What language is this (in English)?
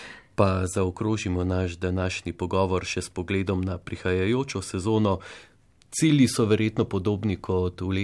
Slovenian